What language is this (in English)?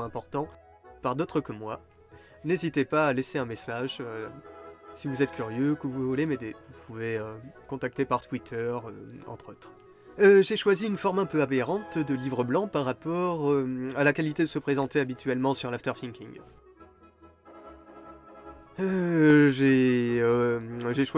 French